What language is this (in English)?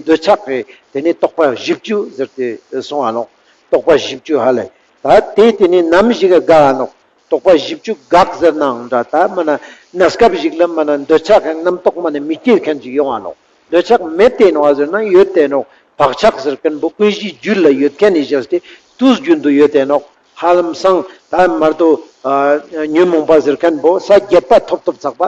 Ladakhi